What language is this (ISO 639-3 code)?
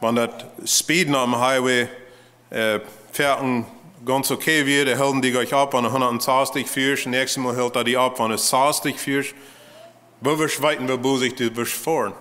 pdt